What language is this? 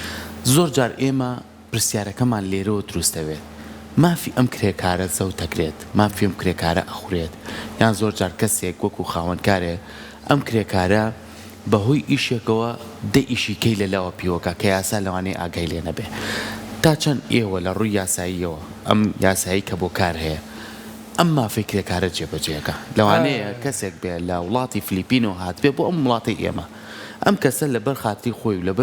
Central Kurdish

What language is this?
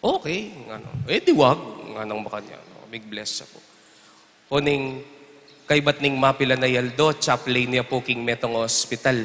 Pampanga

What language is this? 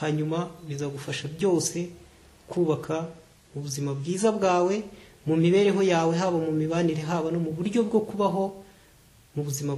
Kinyarwanda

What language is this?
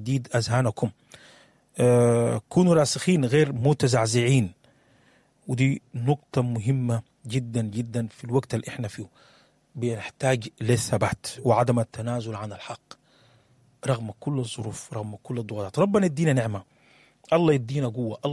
Sudanese Arabic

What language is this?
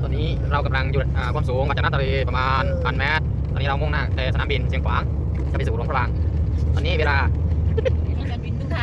Lao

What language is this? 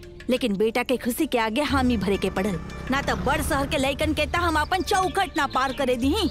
Bhojpuri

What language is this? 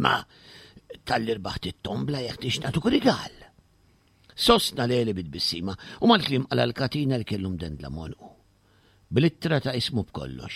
Maltese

